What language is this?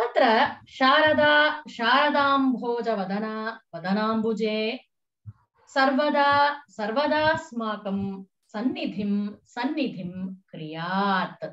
Sanskrit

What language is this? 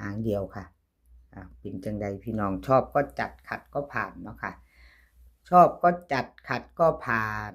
Northeastern Thai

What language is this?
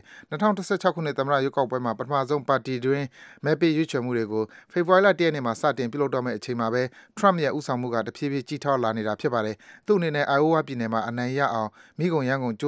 Burmese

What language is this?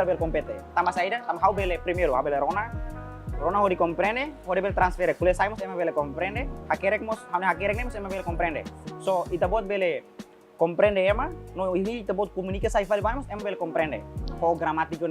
Tetum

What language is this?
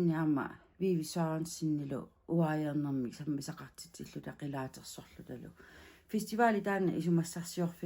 Kalaallisut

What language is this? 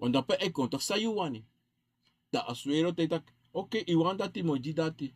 Sranan Tongo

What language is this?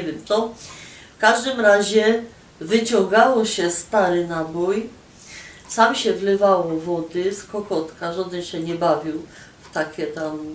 Silesian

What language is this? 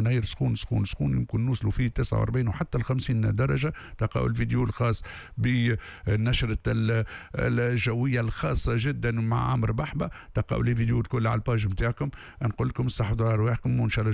Tunisian Arabic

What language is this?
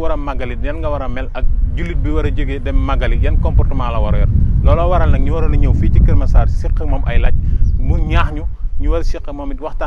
Wolof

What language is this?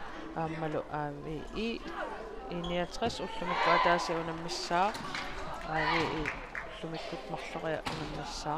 Kalaallisut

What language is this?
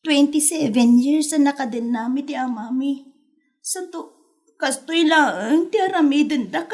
Iloko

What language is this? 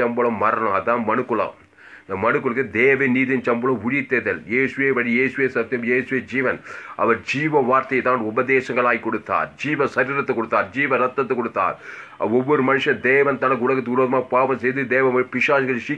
Tamil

